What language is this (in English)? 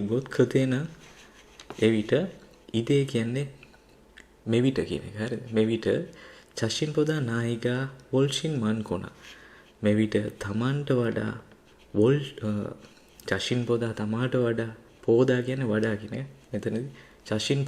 Sinhala